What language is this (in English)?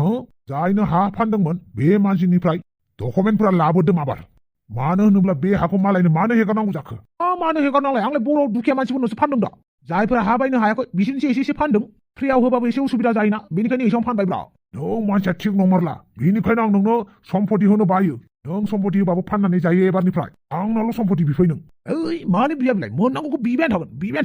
Bodo